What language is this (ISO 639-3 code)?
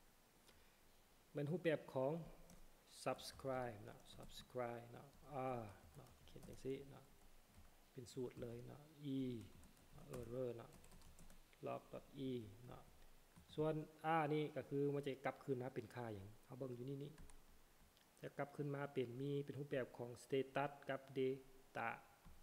tha